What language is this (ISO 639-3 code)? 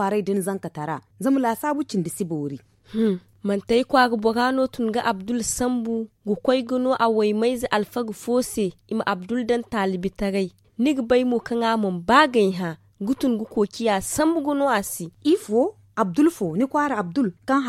dje